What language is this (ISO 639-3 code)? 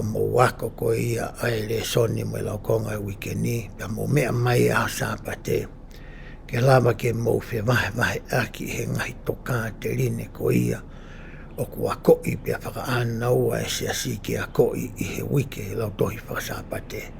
ton